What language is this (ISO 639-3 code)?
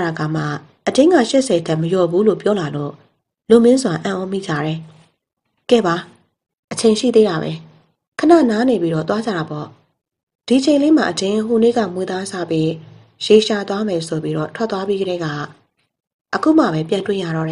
mya